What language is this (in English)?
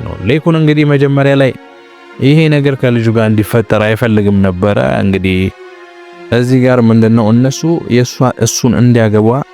Amharic